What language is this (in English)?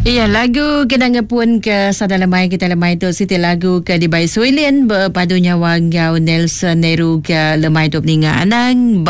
Iban